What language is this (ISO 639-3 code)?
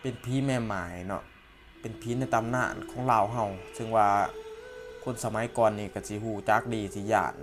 lao